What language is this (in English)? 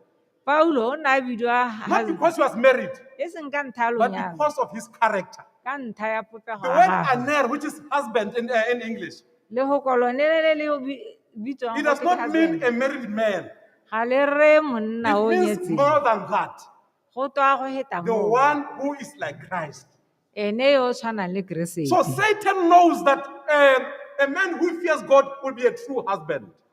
Tswana